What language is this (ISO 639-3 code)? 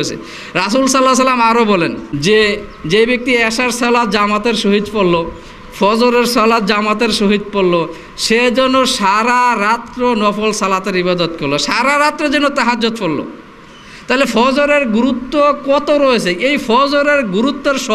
ben